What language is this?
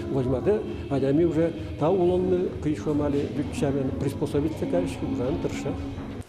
Udmurt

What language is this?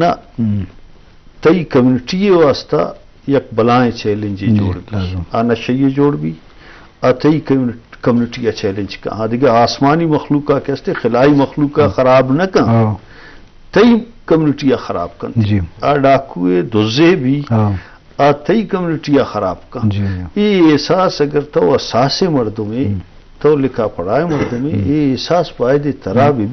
Baluchi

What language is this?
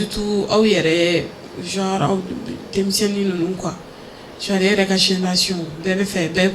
Bambara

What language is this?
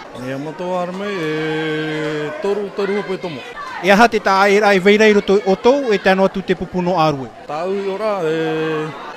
Tahitian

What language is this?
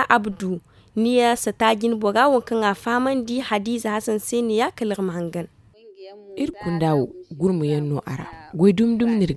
Zarma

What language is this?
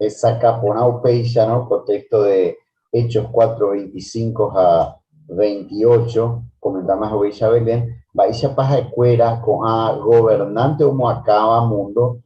Guarani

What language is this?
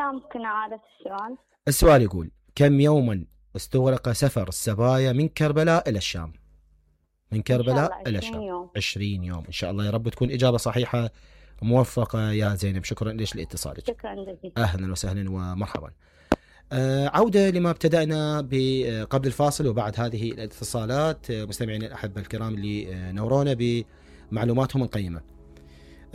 Mesopotamian Arabic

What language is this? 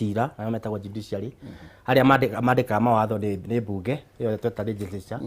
Kikuyu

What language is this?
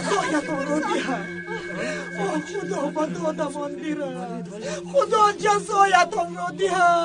Tajik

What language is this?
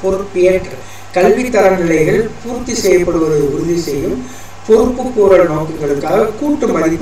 Tamil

